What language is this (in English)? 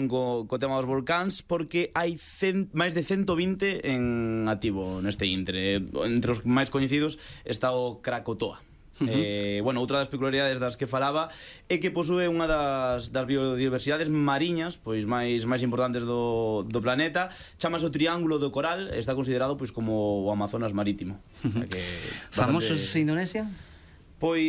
Galician